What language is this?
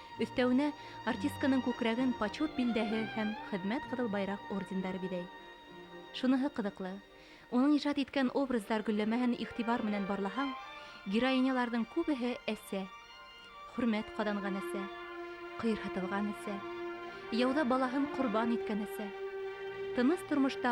Bashkir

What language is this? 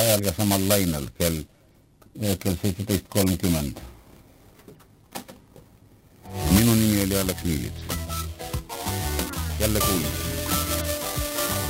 Estonian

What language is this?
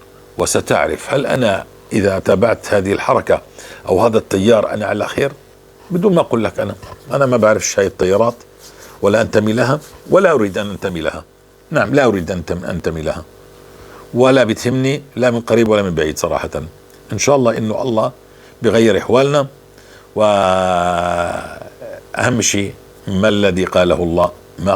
North Levantine Arabic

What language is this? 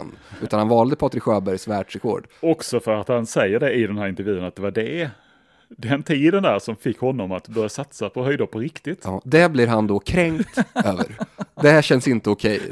Swedish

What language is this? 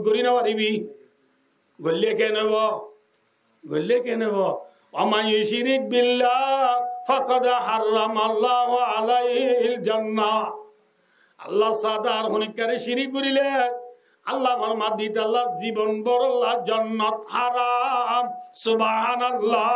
Rohingya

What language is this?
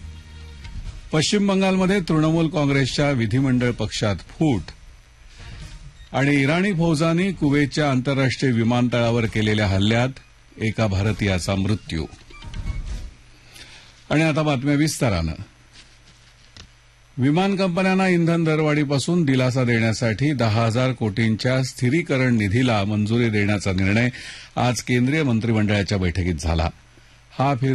Marathi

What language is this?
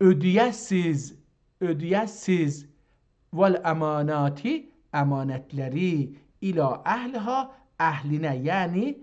South Azerbaijani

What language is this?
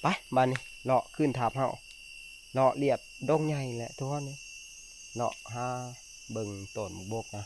Northeastern Thai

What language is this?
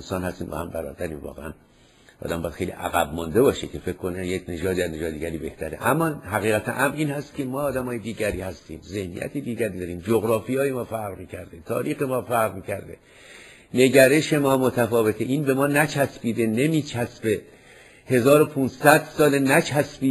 Persian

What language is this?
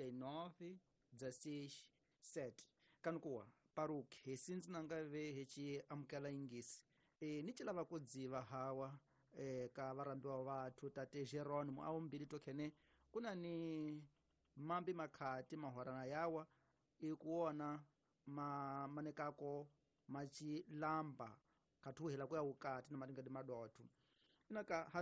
Tsonga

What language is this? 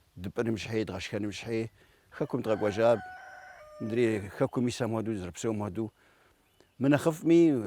Kabardian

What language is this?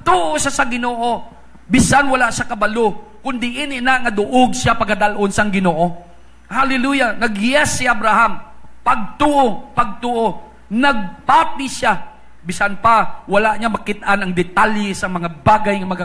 Hiligaynon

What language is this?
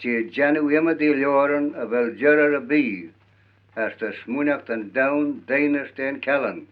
Manx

